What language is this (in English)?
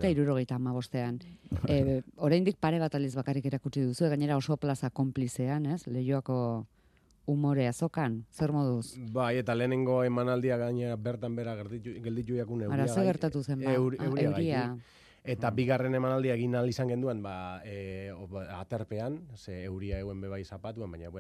Basque